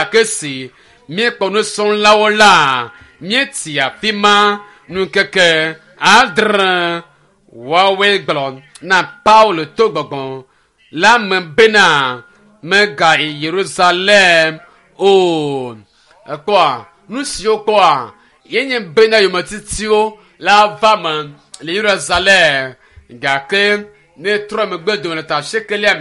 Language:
Ewe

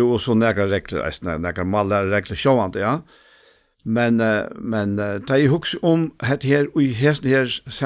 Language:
Faroese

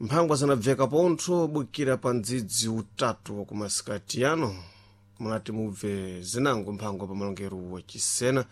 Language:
Sena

